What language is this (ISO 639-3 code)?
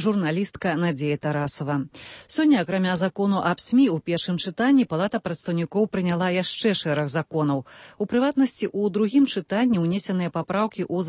bel